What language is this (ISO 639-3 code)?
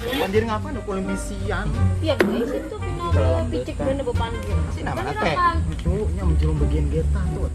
bjn